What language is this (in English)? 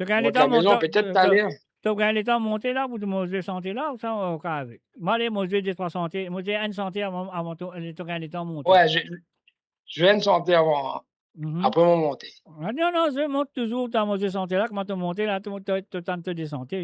Morisyen